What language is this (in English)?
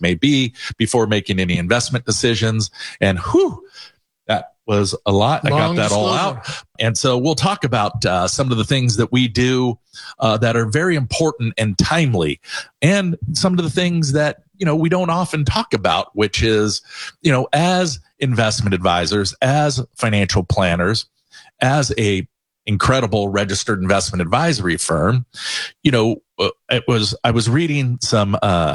English